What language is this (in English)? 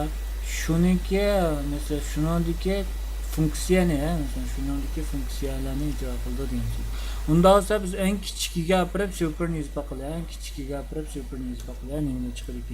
Uyghur